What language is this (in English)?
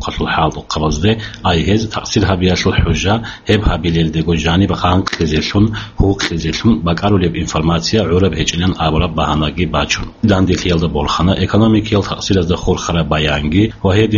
Avaric